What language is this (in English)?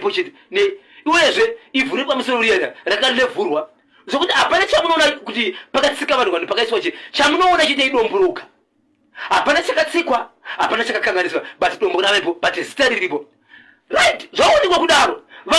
Shona